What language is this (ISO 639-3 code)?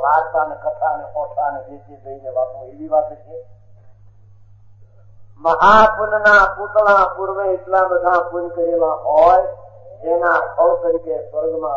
guj